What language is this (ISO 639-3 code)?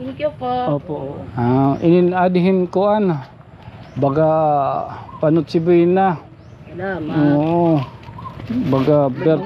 war